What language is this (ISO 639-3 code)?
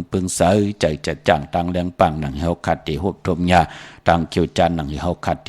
shn